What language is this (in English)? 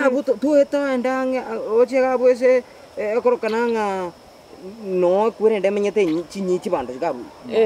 Gusii